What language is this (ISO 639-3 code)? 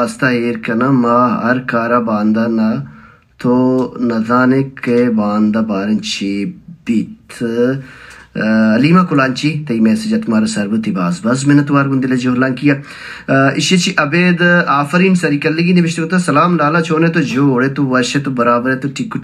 bal